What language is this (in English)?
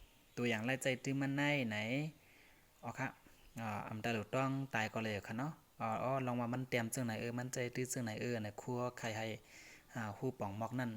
Shan